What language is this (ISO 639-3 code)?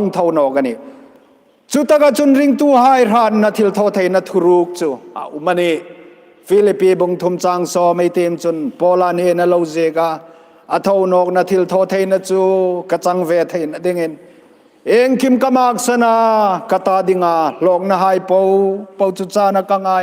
hmr